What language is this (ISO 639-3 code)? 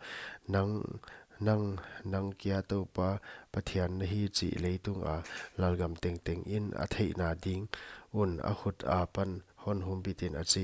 pck